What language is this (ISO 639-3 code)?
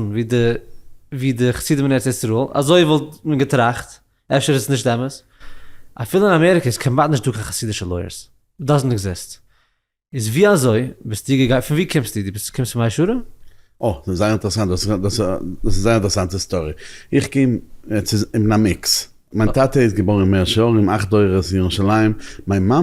yid